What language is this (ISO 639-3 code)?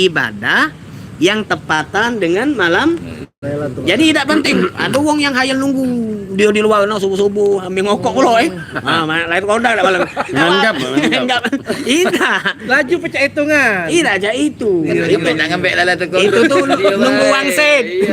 mui